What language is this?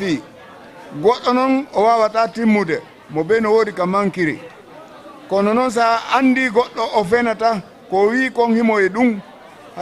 Fula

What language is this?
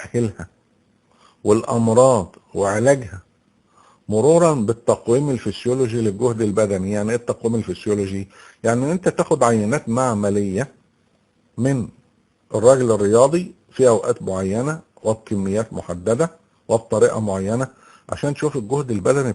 Egyptian Arabic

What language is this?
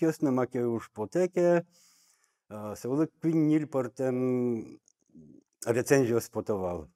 Udmurt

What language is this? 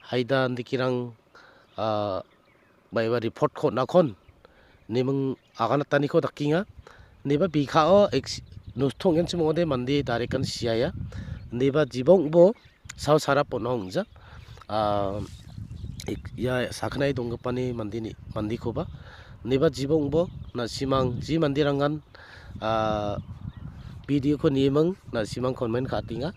Garo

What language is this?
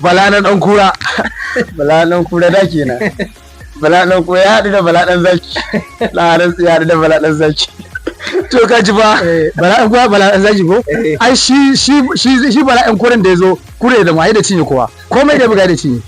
Hausa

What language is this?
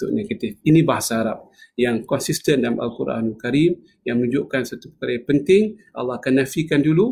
Malay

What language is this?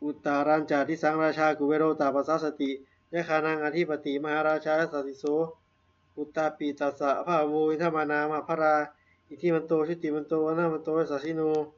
Pali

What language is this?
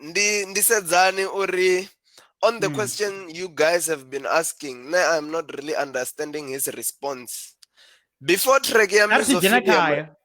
Venda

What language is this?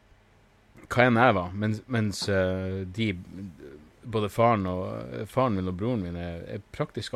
Norwegian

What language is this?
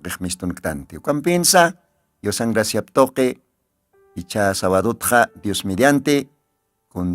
Aymara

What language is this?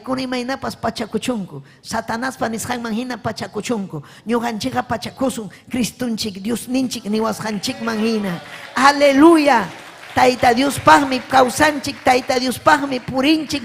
Ayacucho Quechua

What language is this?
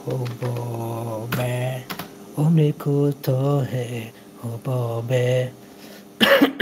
Tajik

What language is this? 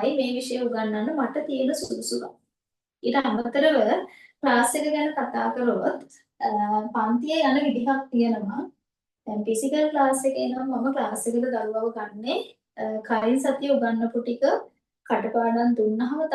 Sinhala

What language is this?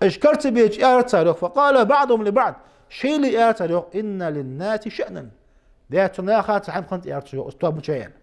Ingush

